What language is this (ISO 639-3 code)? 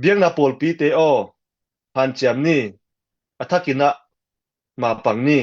ctd